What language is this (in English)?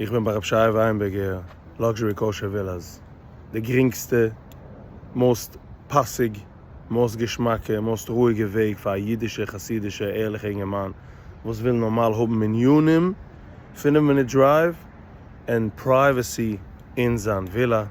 Yiddish